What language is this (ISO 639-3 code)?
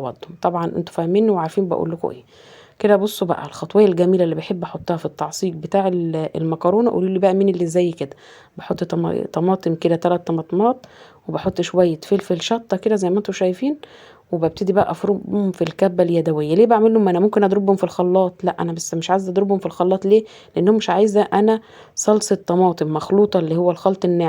arz